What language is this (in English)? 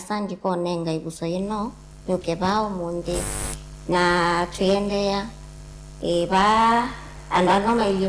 Kamba